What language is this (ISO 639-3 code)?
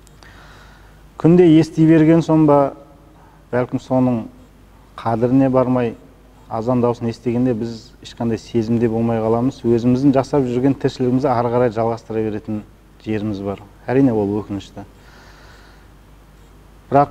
kaz